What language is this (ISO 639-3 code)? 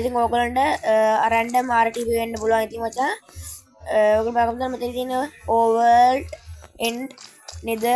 sin